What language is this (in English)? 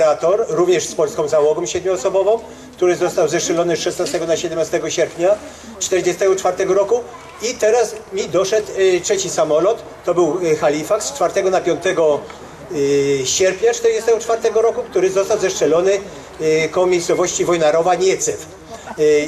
Polish